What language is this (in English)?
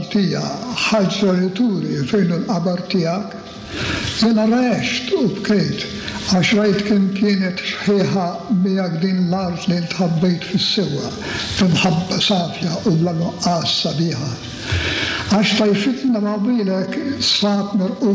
Maltese